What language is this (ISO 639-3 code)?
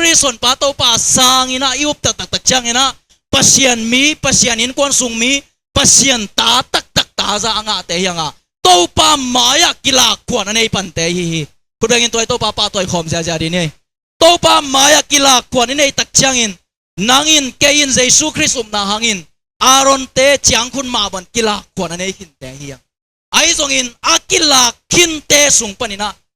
ctd